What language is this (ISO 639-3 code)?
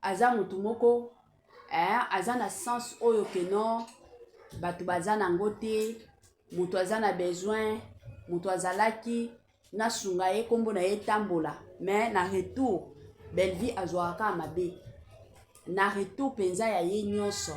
lin